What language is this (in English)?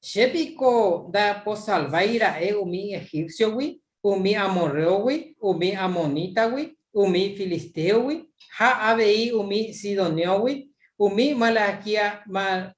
Guarani